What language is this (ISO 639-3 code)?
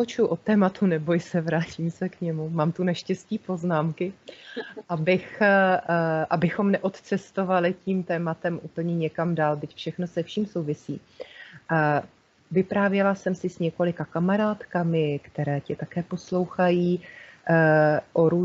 ces